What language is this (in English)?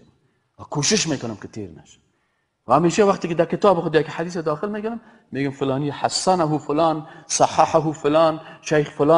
Persian